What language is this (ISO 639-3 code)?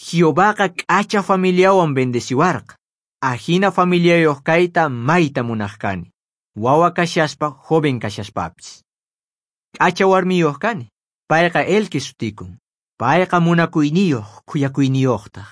quh